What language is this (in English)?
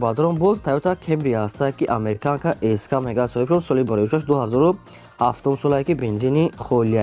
Tajik